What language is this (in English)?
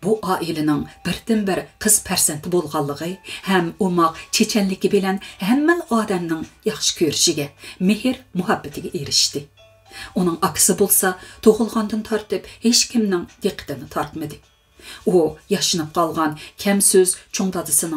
Uyghur